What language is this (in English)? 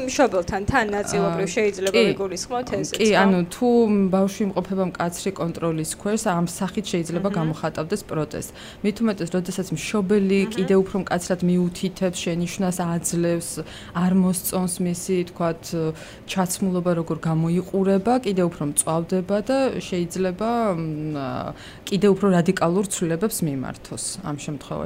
Georgian